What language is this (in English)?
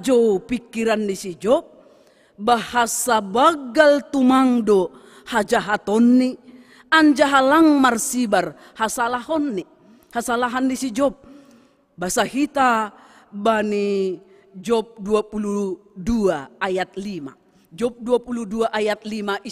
Batak Simalungun